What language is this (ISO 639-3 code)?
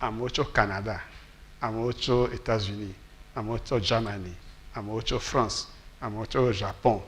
ewe